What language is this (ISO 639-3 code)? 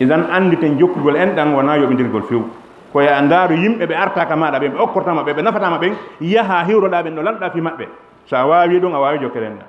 ful